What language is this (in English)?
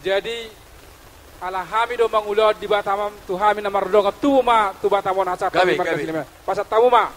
Batak Toba